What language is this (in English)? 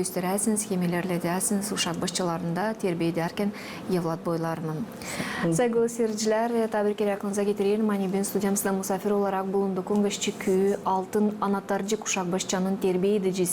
Gagauz